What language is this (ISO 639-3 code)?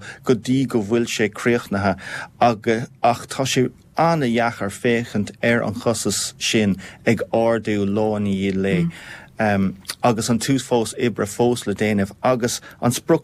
gle